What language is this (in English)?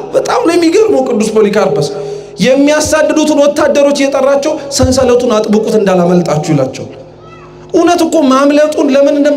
Amharic